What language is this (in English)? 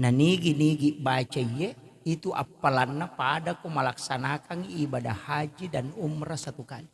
Buginese